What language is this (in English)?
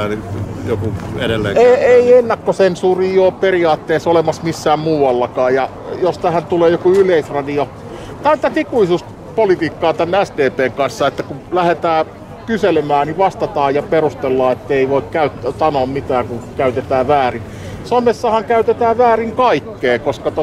Finnish